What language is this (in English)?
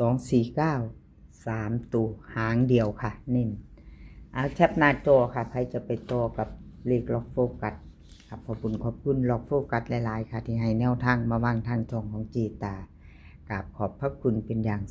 Northeastern Thai